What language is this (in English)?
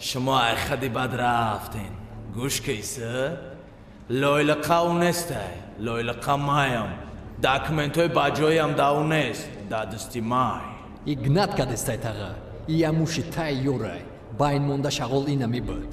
Tajik